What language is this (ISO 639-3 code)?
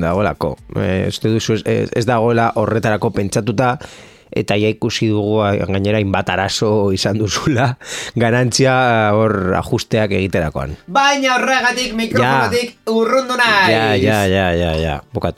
eus